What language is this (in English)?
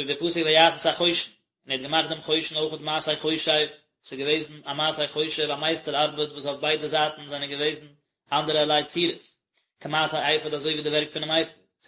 Yiddish